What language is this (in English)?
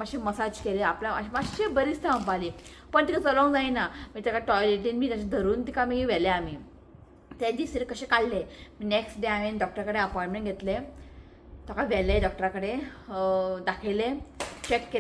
Konkani